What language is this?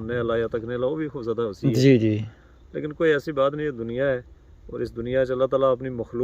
Pahari-Potwari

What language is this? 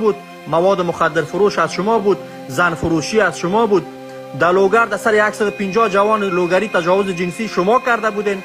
Persian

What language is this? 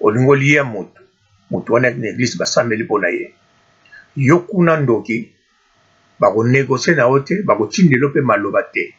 Lingala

